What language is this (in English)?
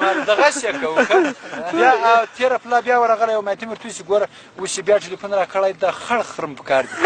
Pashto